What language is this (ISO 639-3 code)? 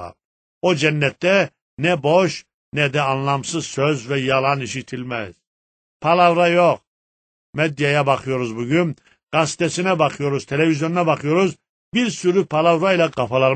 tur